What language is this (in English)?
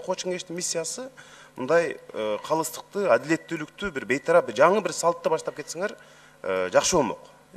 Kyrgyz